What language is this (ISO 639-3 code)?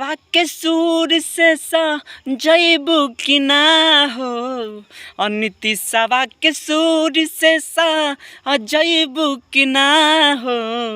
bho